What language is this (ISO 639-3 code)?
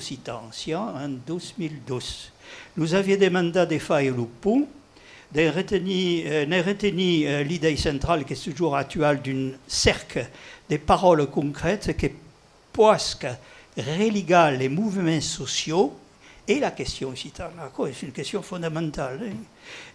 oci